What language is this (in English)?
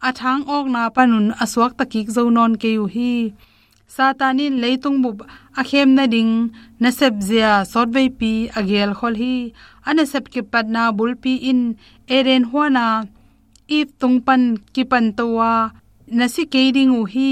Tedim Chin